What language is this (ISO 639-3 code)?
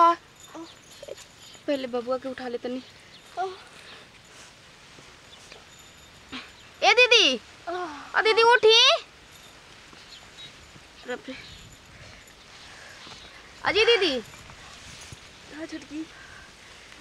bho